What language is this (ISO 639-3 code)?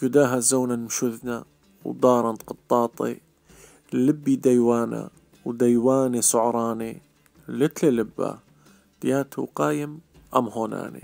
aii